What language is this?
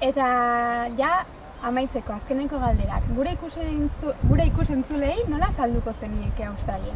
Basque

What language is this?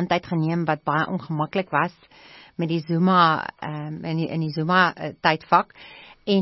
Afrikaans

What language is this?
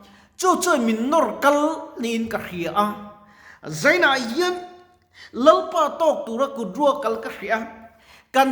Mizo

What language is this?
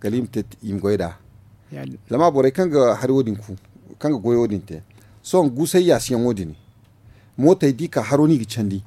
Zarma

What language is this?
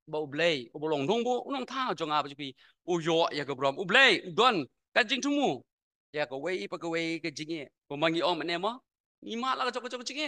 Khasi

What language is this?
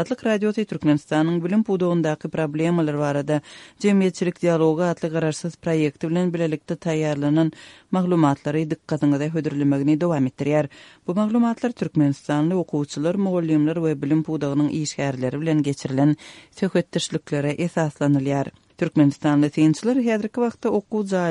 Turkmen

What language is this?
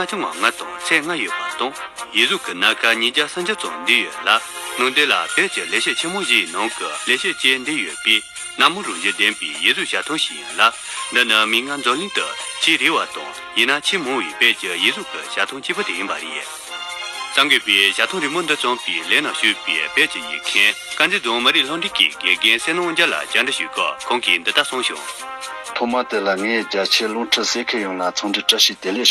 Tibetan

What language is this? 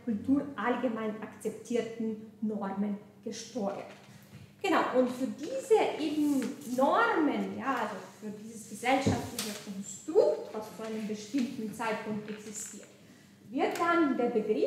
German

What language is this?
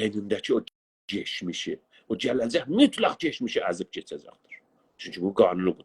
South Azerbaijani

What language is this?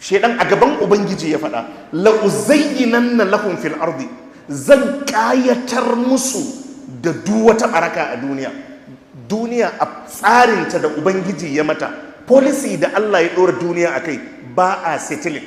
Hausa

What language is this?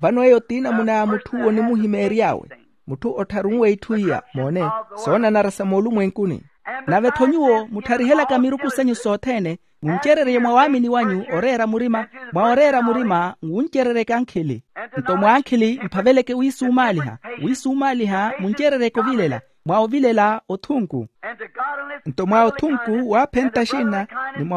Makhuwa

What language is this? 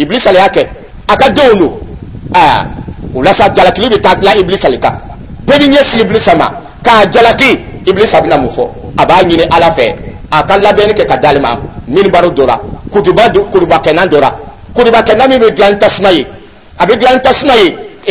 Dyula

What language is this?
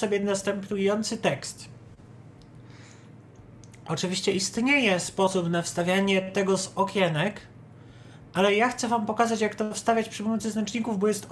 Polish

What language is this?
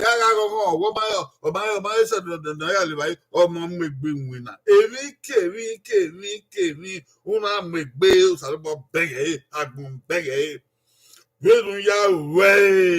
Bini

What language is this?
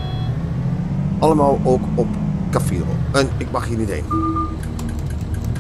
Dutch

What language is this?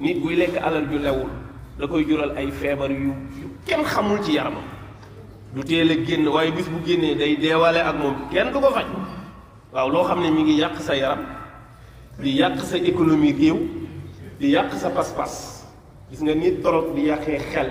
Wolof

